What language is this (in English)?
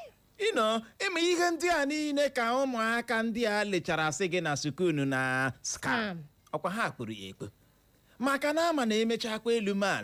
Igbo